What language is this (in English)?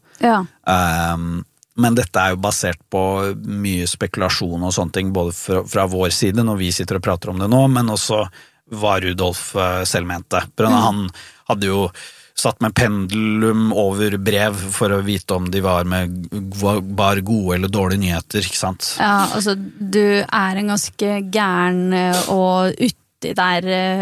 Norwegian